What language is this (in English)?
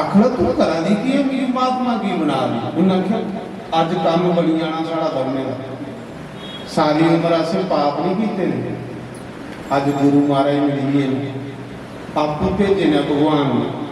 Dogri